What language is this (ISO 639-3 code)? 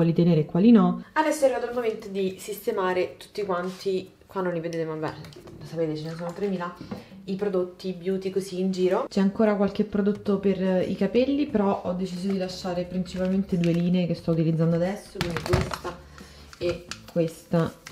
ita